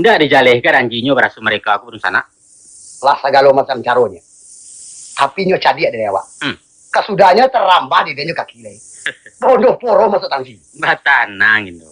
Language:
Minangkabau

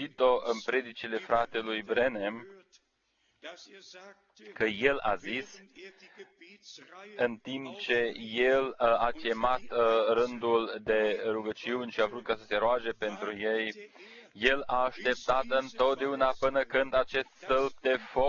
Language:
Romanian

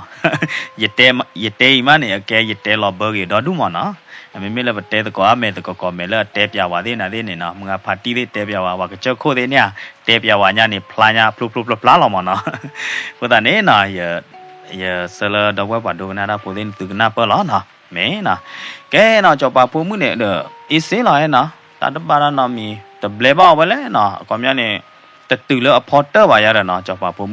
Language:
S'gaw Karen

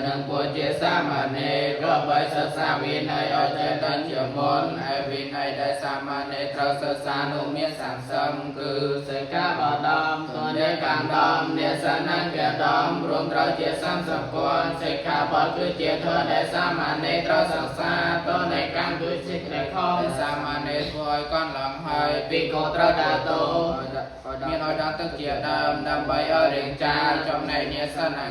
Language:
Khmer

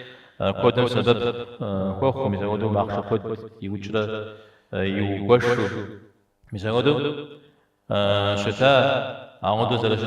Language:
Kabardian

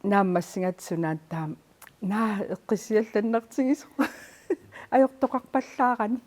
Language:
Kalaallisut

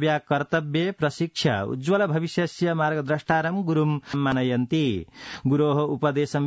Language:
Sanskrit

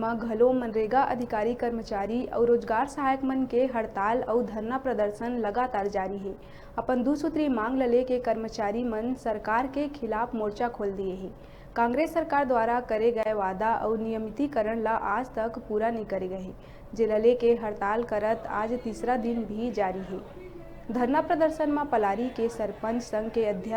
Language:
Chhattisgarhi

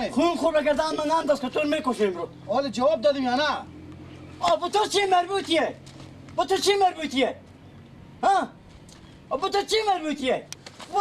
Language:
Persian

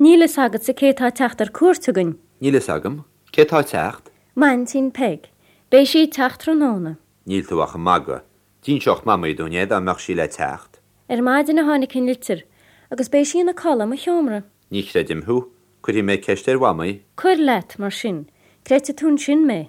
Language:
Irish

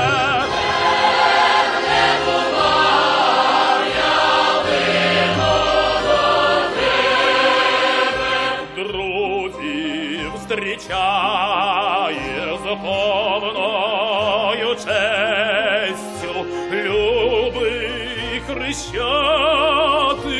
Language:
Ukrainian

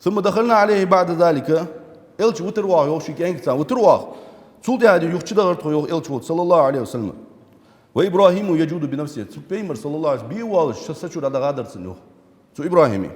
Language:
Ingush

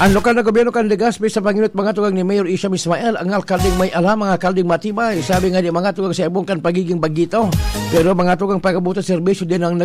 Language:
Bikol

